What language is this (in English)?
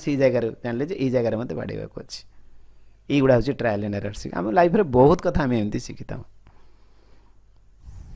Odia